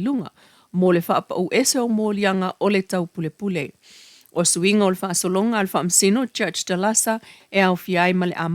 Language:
Samoan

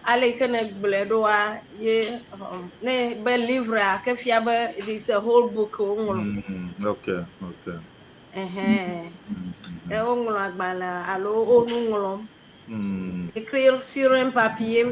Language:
Ewe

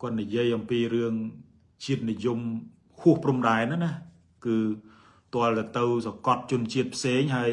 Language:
Khmer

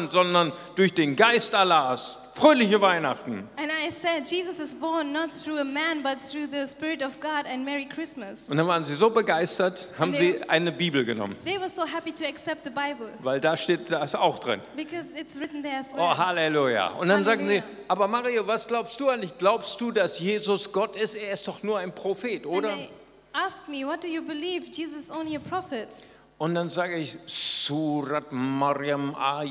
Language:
German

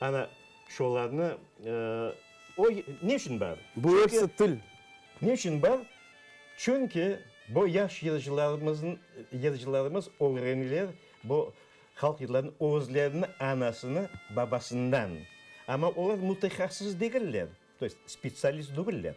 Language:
Crimean Tatar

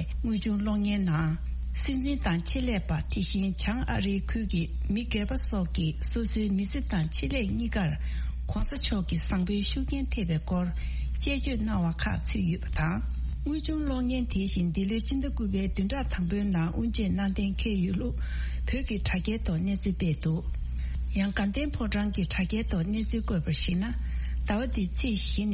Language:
Tibetan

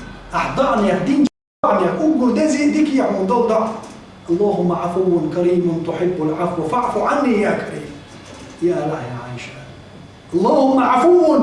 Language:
Chechen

